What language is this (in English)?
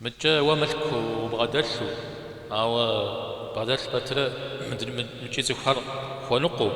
Kabardian